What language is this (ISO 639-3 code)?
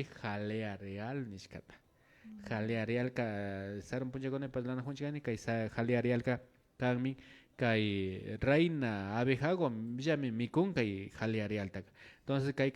qvi